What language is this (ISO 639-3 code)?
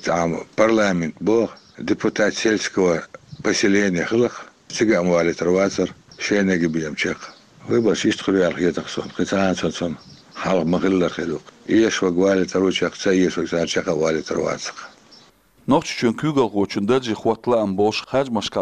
che